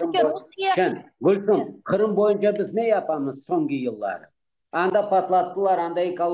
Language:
Crimean Tatar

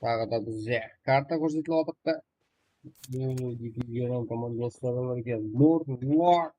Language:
Kara-Kalpak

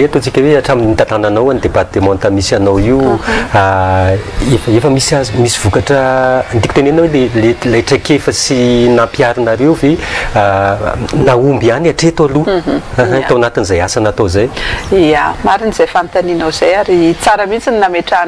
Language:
Malagasy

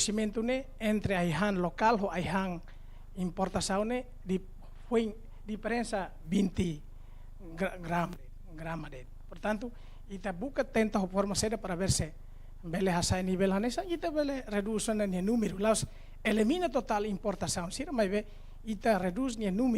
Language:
Tetum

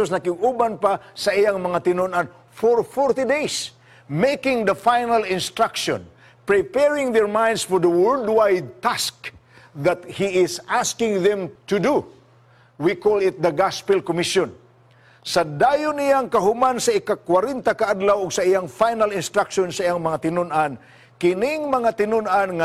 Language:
Cebuano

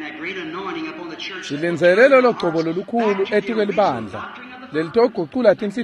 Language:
Swati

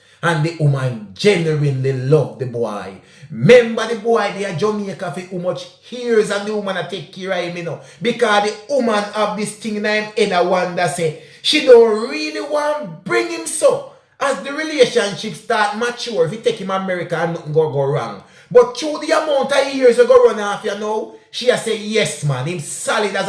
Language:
Jamaican Creole English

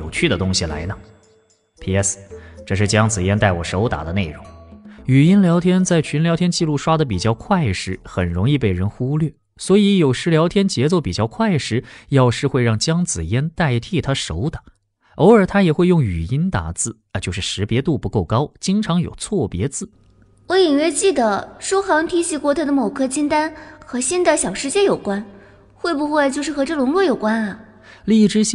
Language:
Chinese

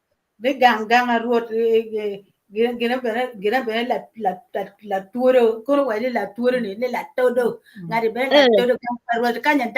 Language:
Acoli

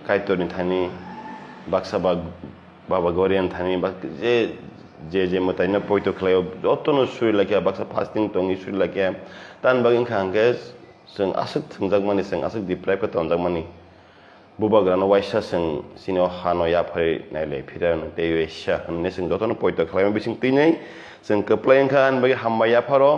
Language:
Kok Borok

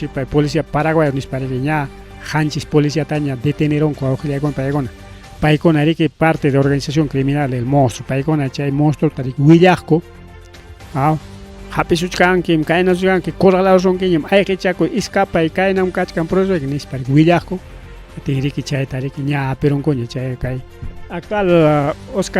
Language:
Ayacucho Quechua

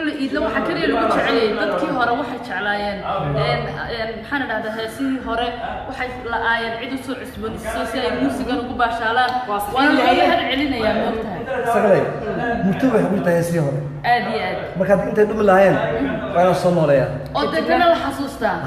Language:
Somali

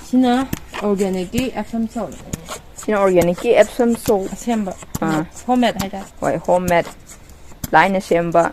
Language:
Manipuri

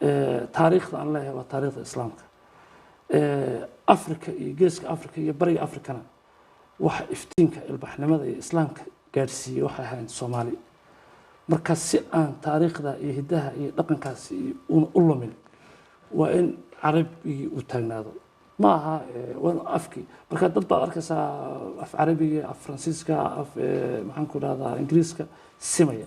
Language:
Somali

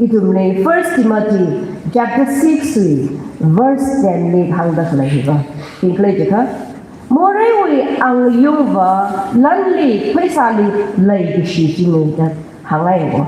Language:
Tangkhul Naga (India)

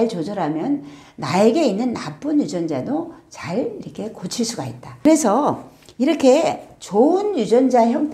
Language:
Korean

